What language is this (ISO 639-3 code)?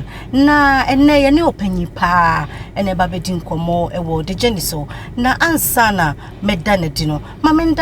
aka